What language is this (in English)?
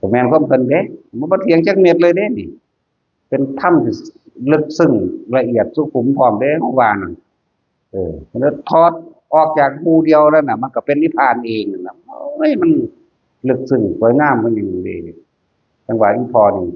Northeastern Thai